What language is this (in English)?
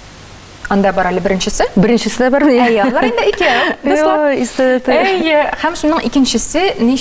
Tatar